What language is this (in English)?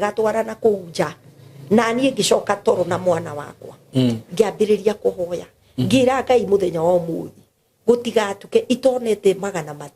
Kikuyu